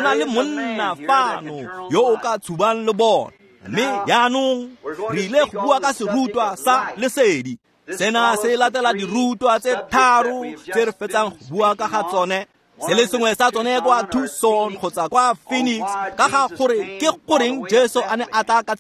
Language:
Tswana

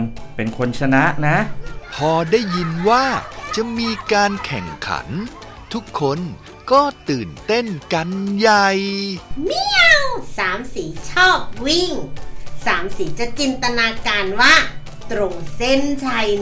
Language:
Thai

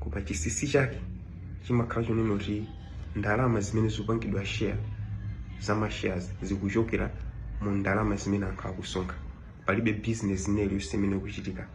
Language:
Nyanja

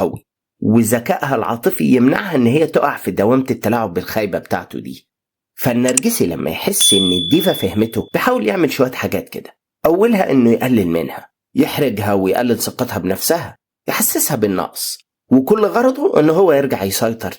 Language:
Egyptian Arabic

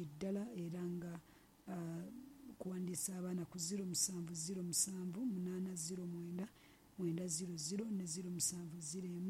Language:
Ganda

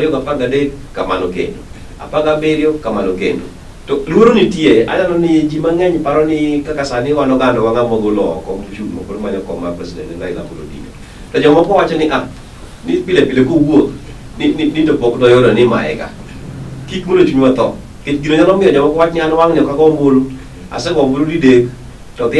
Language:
Luo (Kenya and Tanzania)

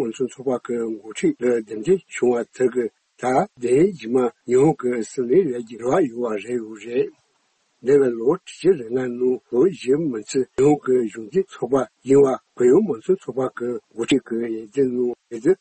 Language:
Tibetan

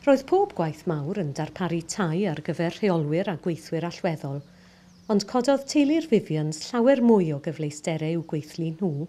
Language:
Welsh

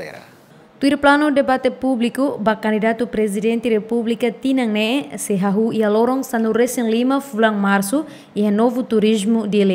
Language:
Tetum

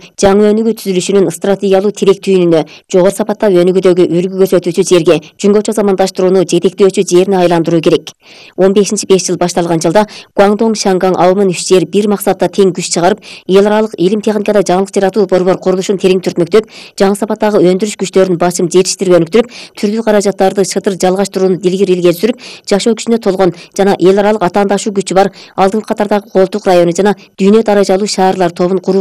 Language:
Kyrgyz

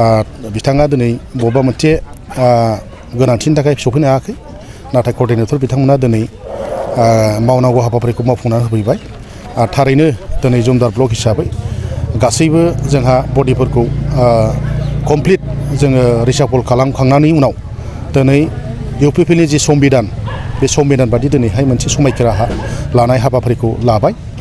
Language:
Bodo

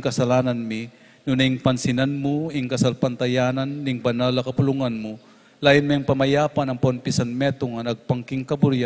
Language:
Pampanga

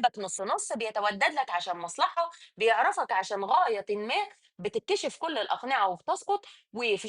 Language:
Egyptian Arabic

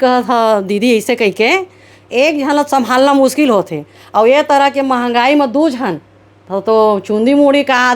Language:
Chhattisgarhi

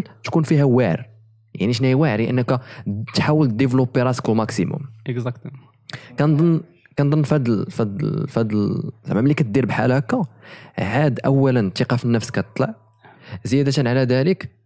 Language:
Moroccan Arabic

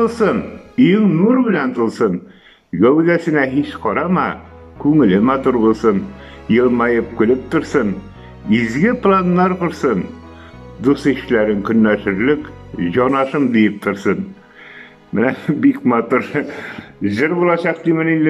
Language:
Tatar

